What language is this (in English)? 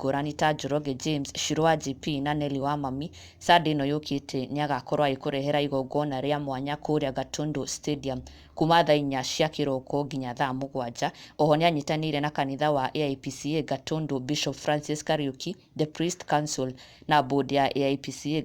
Kikuyu